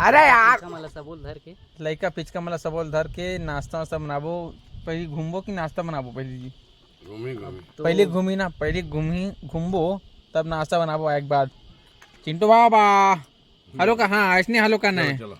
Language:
Chhattisgarhi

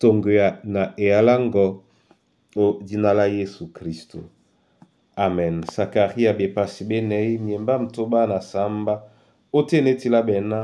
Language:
Duala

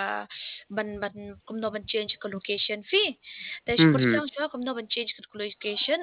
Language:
Khasi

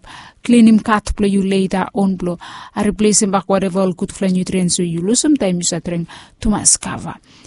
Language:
Bislama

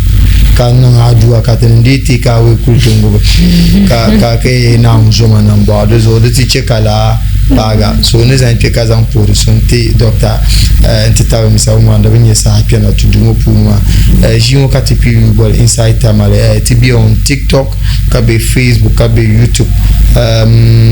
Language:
Dagbani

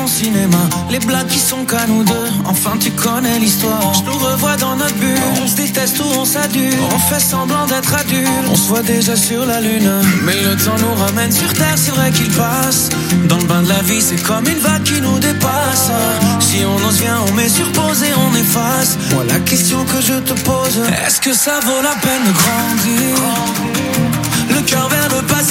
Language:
French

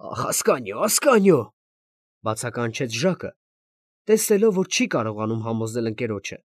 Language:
Armenian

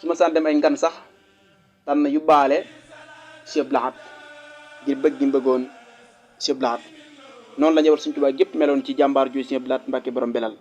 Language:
Wolof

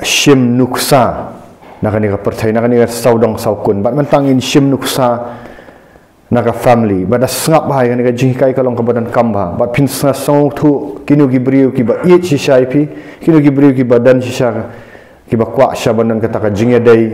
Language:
Khasi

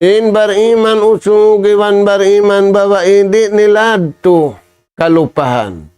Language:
Tausug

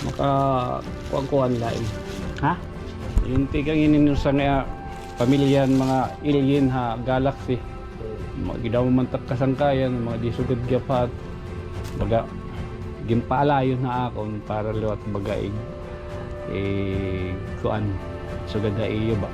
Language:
Waray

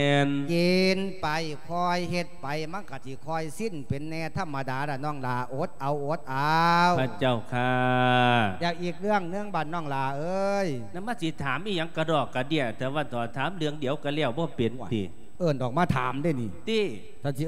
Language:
Lao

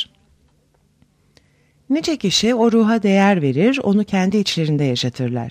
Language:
Turkish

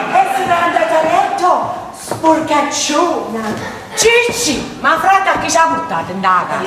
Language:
Neapolitan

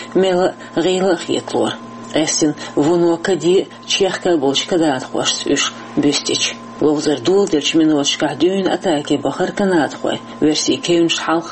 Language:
Chechen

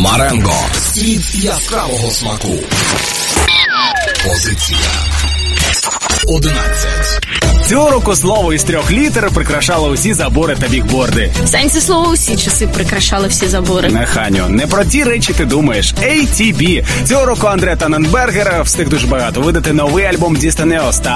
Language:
Ukrainian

